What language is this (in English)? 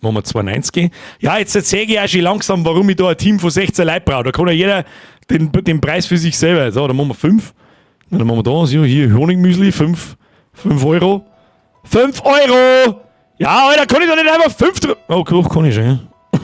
Bavarian